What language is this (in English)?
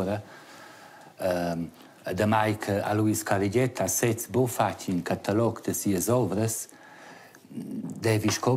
Romansh